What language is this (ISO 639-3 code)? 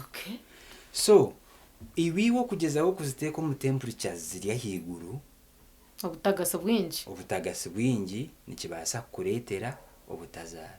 nyn